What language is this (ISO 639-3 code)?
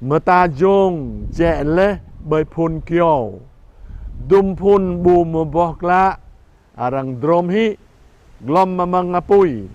jra